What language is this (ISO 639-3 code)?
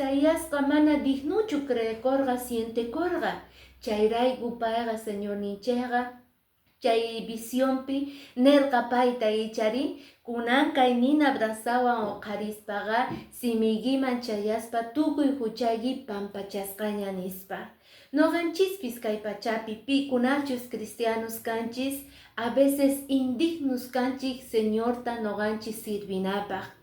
que